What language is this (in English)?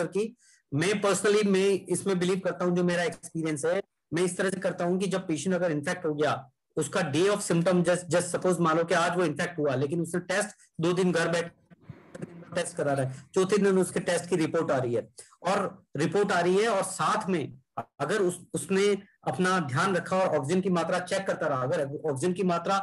Hindi